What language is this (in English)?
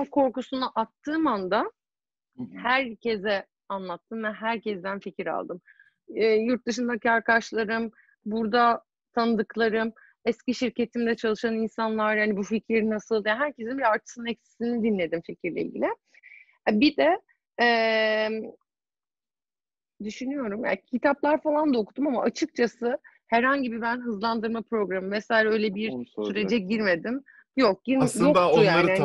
Turkish